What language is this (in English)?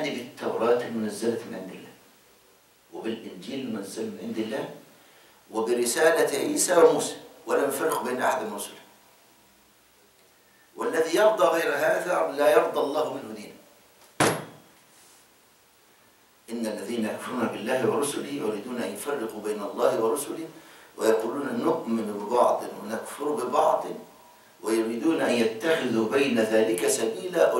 Egyptian Arabic